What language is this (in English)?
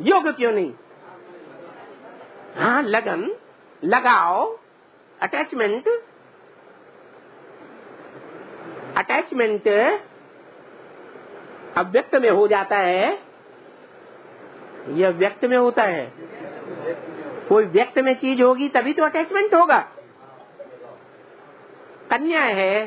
Hindi